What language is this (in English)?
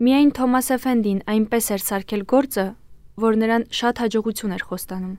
Armenian